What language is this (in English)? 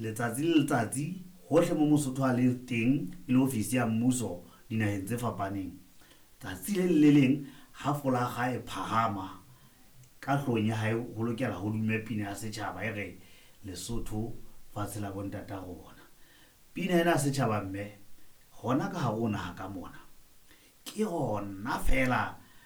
Southern Sotho